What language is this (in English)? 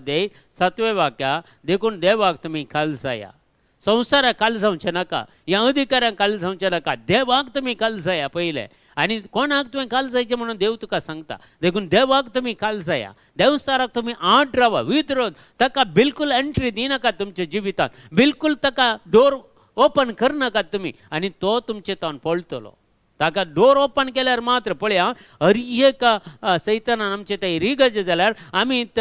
Konkani